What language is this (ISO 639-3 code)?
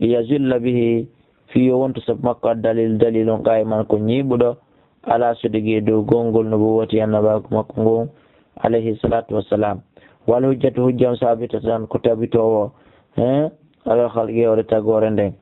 ful